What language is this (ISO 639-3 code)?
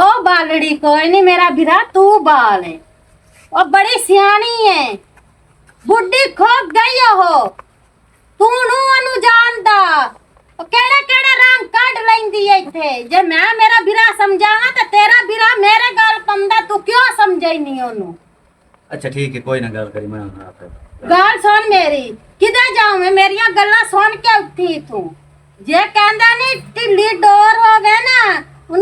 lah